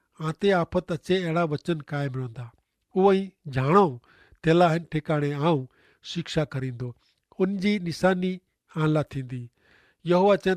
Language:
Kachhi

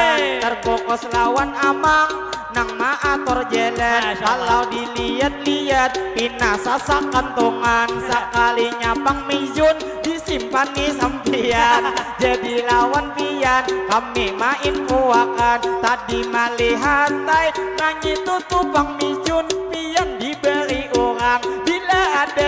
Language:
Banjar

